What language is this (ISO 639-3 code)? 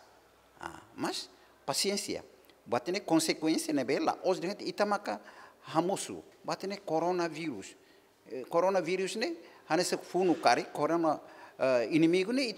tet